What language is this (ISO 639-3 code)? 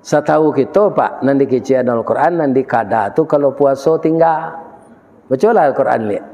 min